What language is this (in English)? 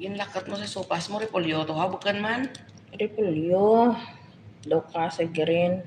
Hiligaynon